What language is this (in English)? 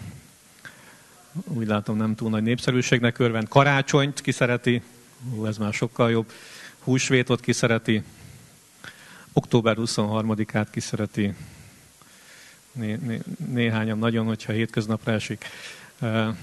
Hungarian